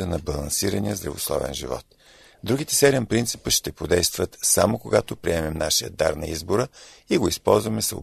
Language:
Bulgarian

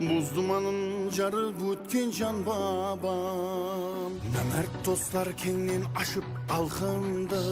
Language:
Kara-Kalpak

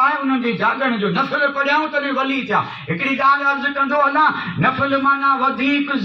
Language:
Sindhi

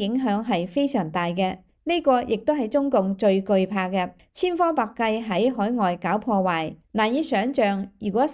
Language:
Cantonese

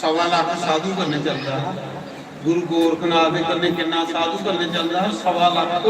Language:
Dogri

